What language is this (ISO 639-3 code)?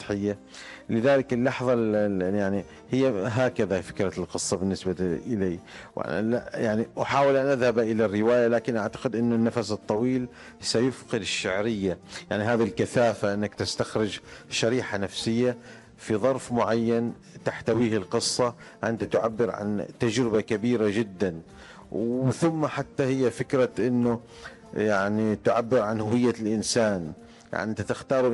ara